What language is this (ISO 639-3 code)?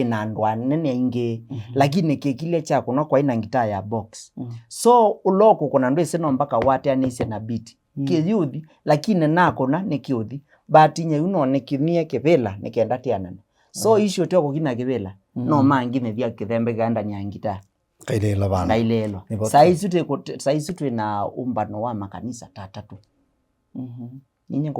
kam